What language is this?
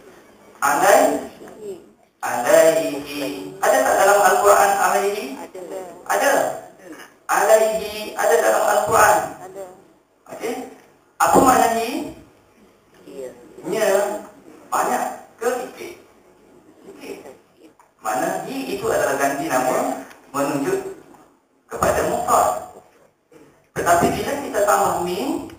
Malay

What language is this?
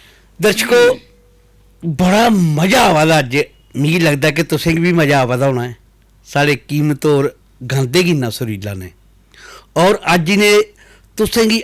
Dogri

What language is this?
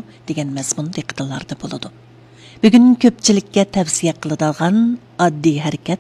Uyghur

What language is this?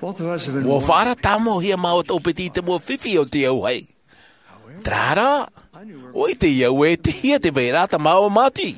Tahitian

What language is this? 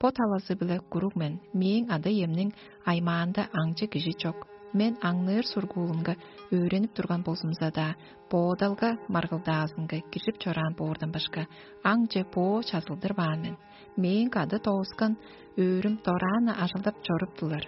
Tuvinian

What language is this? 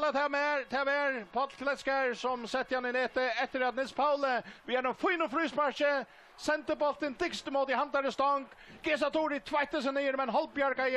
Faroese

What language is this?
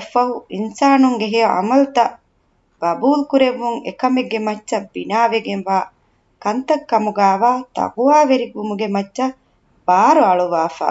Divehi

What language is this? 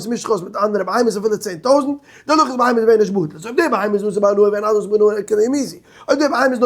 Yiddish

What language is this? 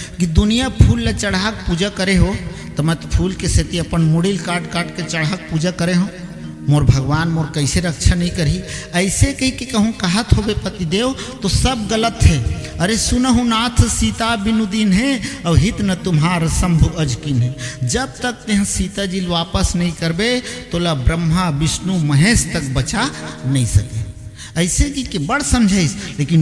Chhattisgarhi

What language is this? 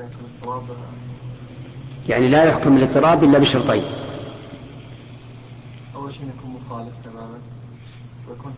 Arabic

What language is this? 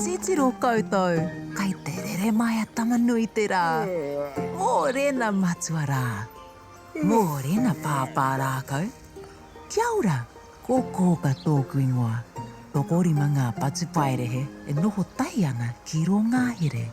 Māori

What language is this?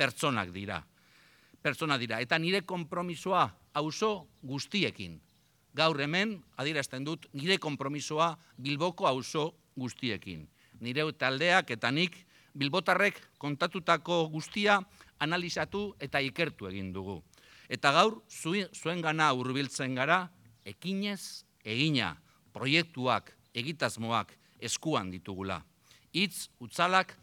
Basque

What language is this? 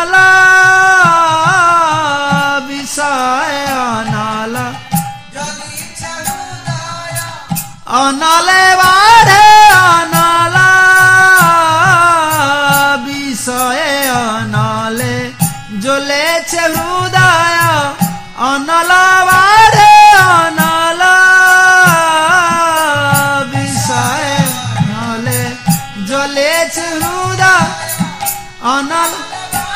Odia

